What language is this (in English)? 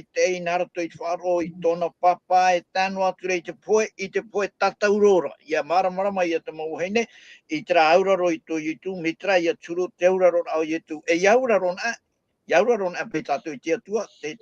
Tahitian